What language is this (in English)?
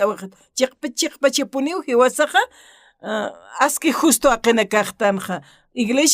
Aymara